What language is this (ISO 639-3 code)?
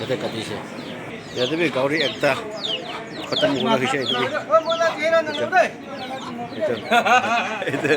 nag